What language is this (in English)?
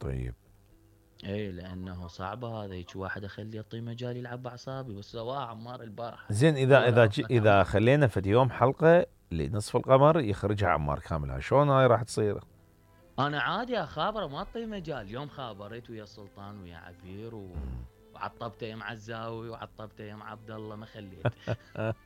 Mesopotamian Arabic